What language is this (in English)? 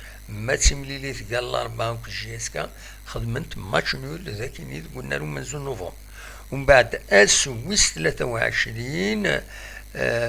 Kabyle